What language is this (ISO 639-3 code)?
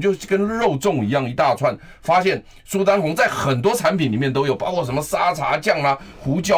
zho